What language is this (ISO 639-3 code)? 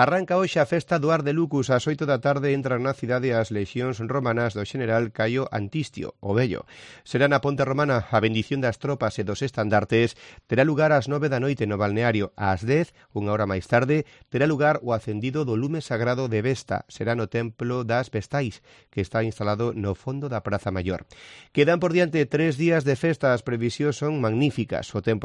glg